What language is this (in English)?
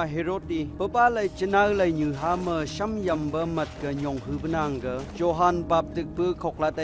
Phom Naga